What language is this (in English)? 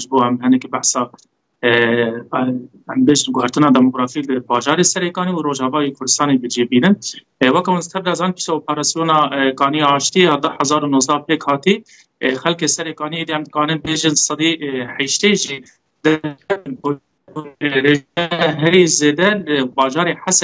Kurdish